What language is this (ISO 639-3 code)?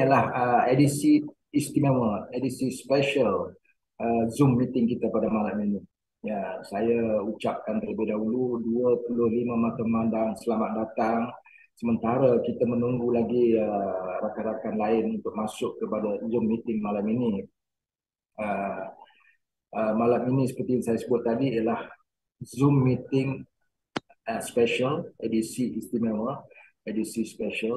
msa